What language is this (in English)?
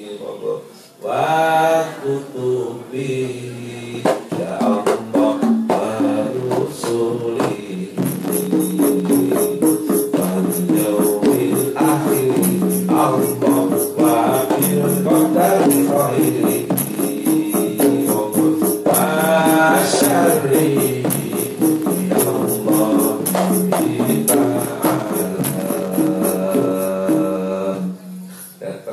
Indonesian